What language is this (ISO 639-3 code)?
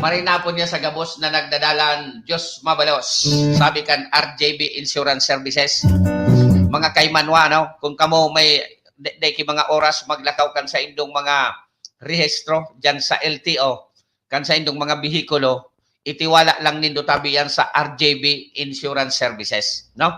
bik